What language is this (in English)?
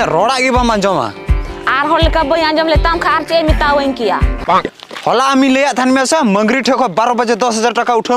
Santali